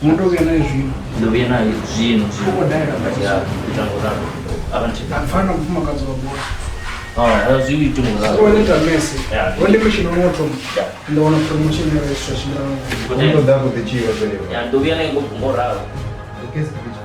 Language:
Venda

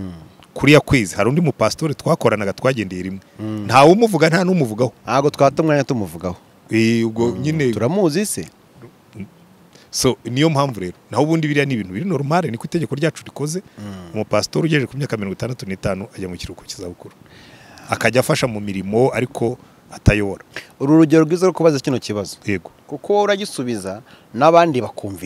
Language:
Kinyarwanda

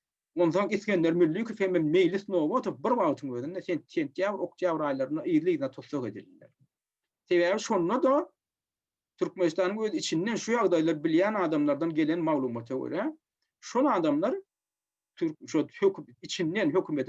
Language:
Turkmen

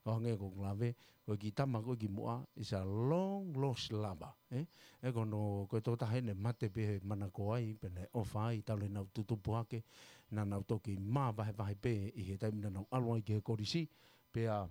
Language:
Tongan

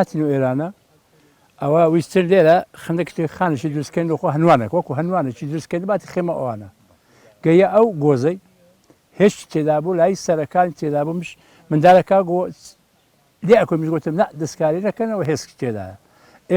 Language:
Central Kurdish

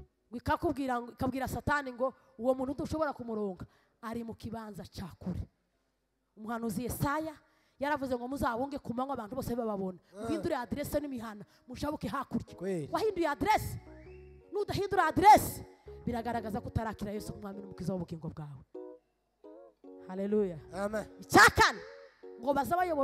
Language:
Kinyarwanda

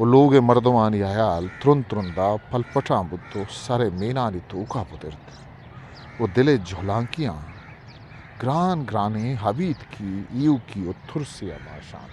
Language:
Eastern Balochi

